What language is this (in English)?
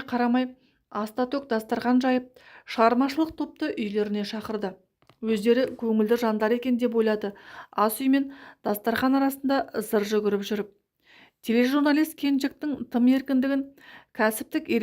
Kazakh